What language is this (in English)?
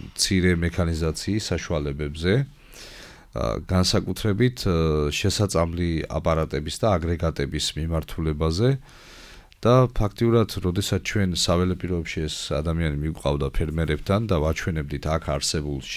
Georgian